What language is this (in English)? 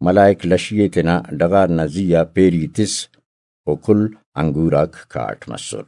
Brahui